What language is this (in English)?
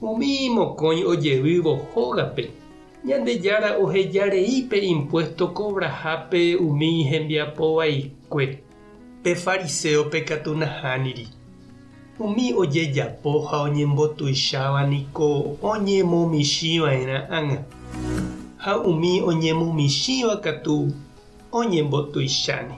Guarani